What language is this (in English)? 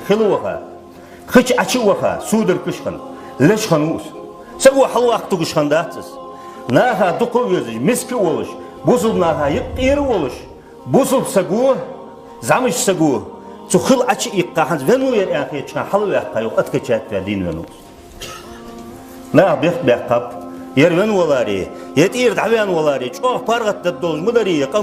Ingush